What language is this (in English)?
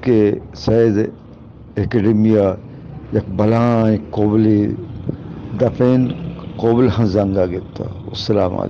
Eastern Balochi